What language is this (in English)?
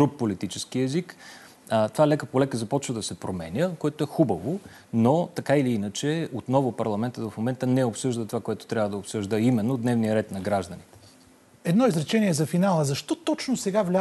Bulgarian